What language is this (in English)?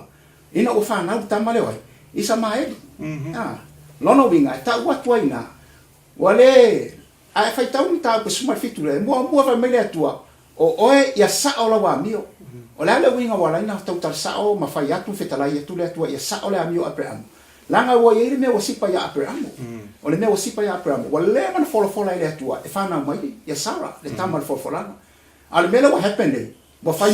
Samoan